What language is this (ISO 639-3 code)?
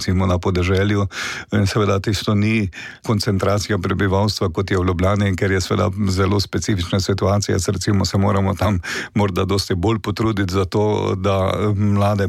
slv